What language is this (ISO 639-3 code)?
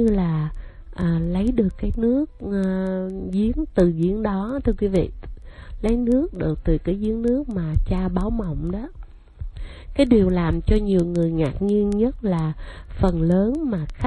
vie